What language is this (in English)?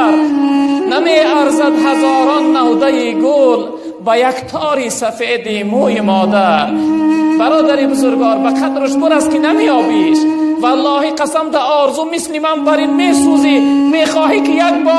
Tajik